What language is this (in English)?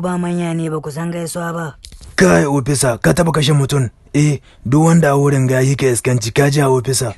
Hausa